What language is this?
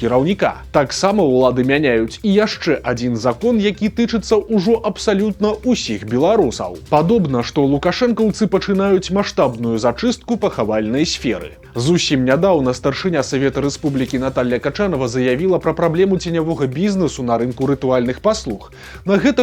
Belarusian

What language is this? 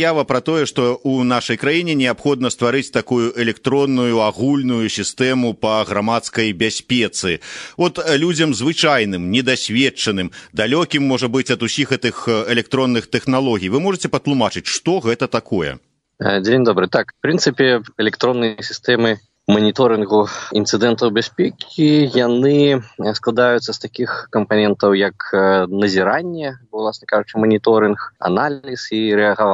Belarusian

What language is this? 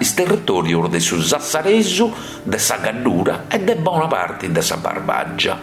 Sardinian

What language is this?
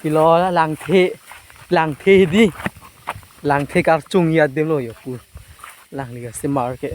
Karbi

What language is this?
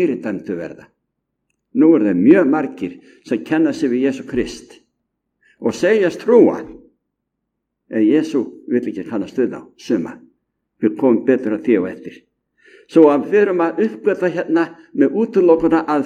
Icelandic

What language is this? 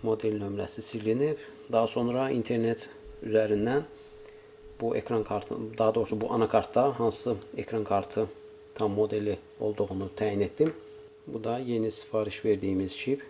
Azerbaijani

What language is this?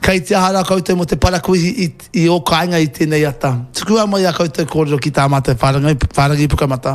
Māori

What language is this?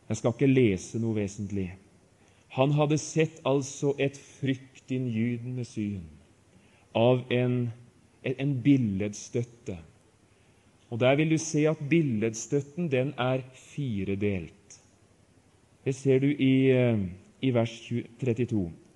Norwegian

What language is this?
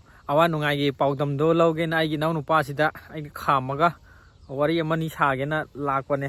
Manipuri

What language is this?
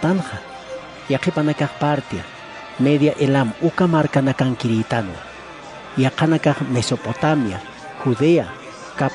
Aymara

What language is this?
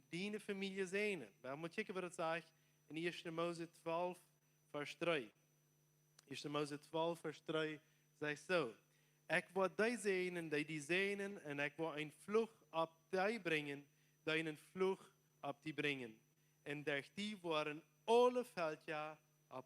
Plautdietsch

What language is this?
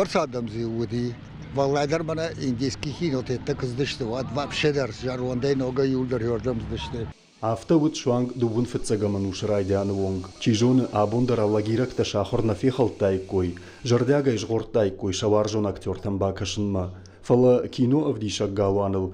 Ossetic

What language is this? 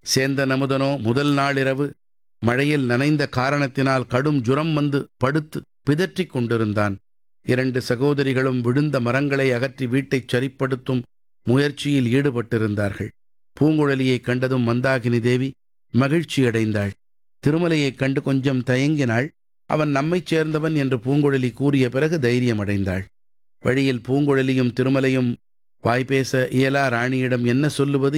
Tamil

